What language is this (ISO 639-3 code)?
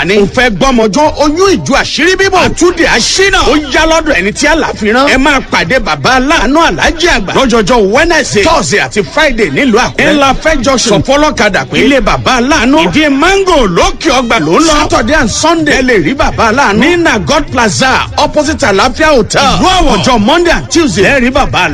yor